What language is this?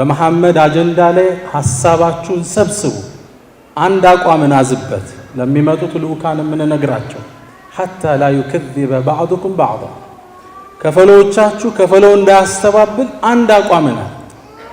Amharic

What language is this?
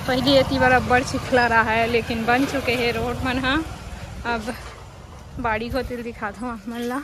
Chhattisgarhi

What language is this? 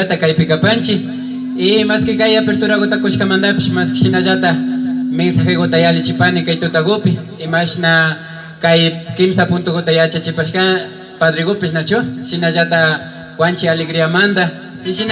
Imbabura Highland Quichua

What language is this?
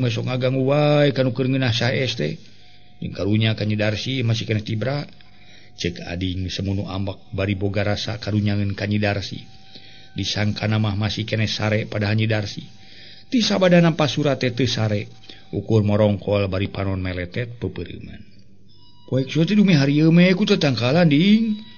Sundanese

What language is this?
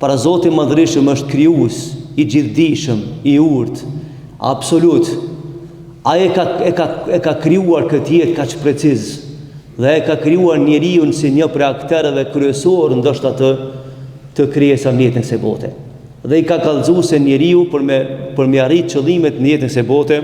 Albanian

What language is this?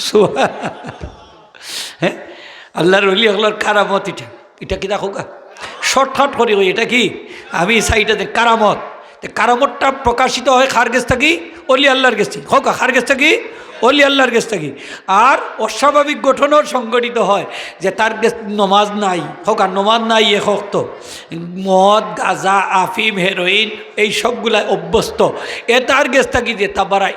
Sylheti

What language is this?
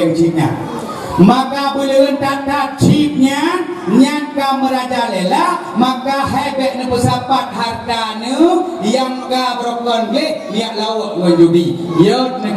Achinese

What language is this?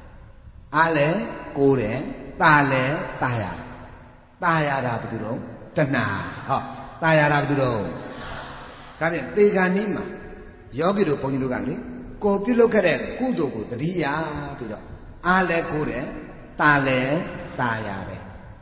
Burmese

